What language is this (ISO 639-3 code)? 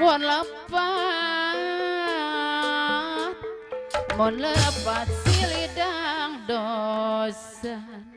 bew